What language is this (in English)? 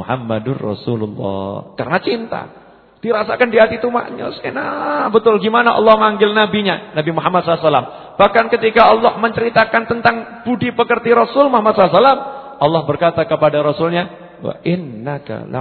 Indonesian